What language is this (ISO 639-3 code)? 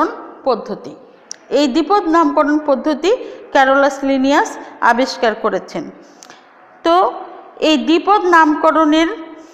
ben